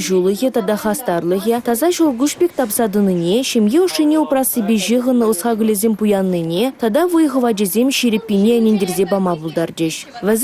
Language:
Chuvash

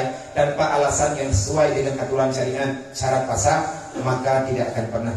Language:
Achinese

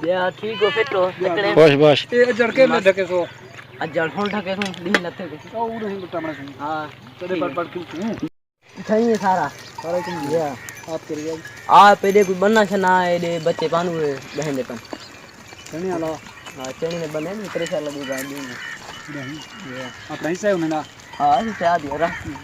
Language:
Saraiki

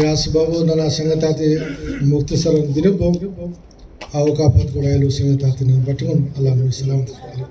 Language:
Brahui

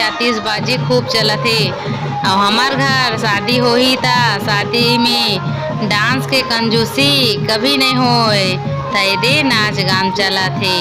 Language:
Chhattisgarhi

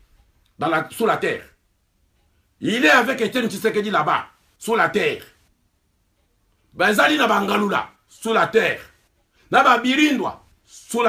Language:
French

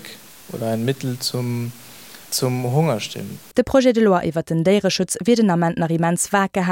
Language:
Luxembourgish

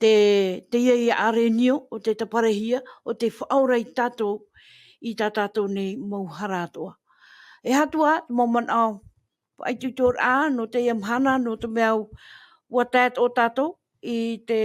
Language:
Tahitian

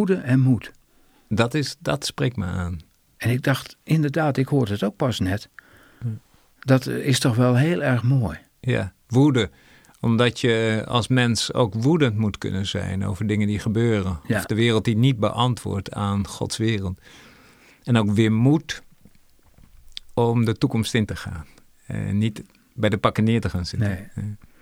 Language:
Dutch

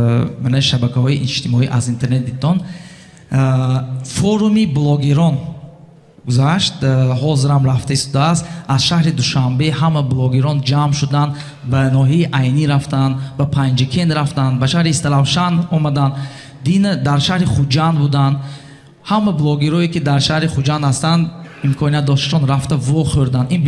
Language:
Tajik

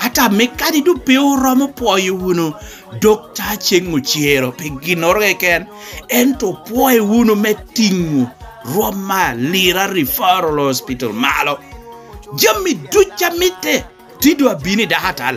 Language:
Lango (Uganda)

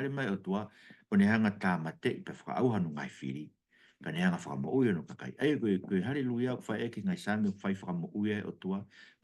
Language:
Tongan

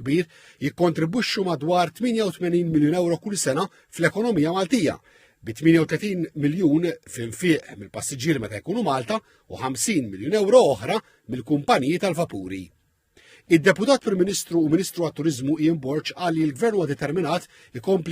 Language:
Maltese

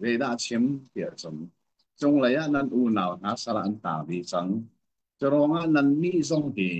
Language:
Hakha Chin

